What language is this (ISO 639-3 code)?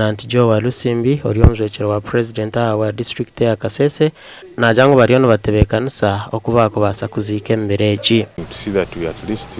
nyn